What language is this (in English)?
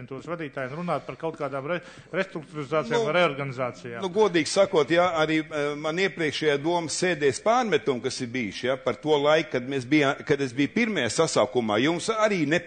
Latvian